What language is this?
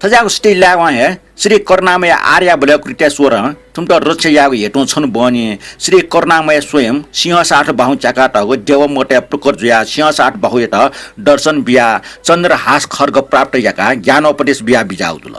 Newari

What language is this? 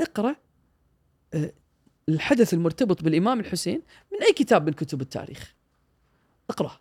Gulf Arabic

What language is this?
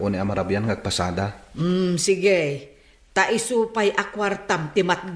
Iloko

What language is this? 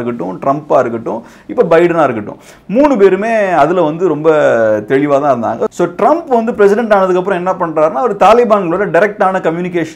Tamil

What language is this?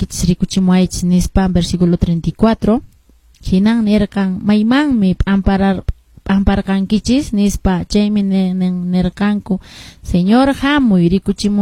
Quechua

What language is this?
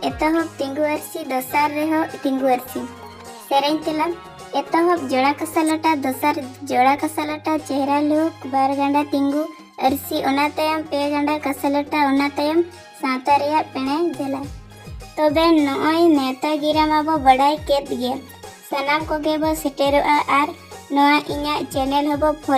Santali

